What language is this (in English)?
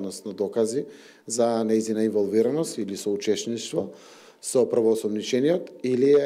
Macedonian